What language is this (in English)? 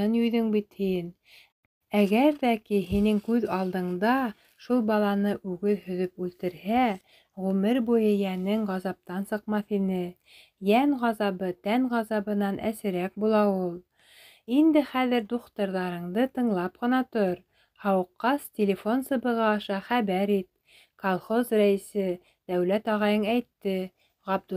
Bashkir